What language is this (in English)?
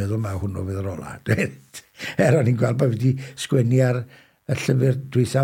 Welsh